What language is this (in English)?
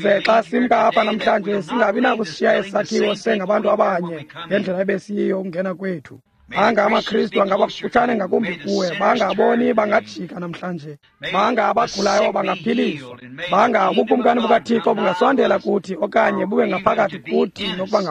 Xhosa